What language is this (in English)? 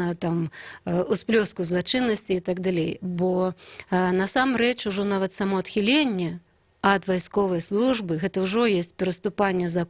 Belarusian